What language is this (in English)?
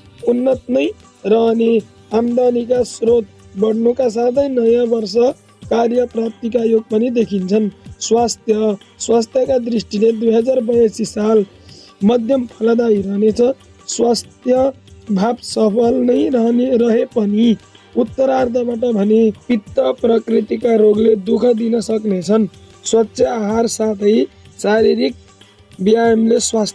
Nepali